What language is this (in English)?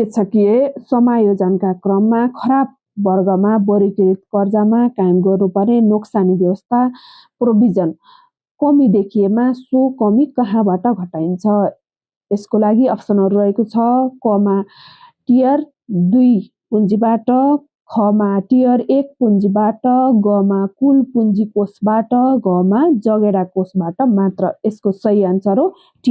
Nepali